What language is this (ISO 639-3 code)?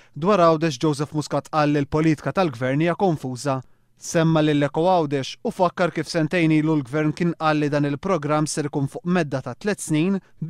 mlt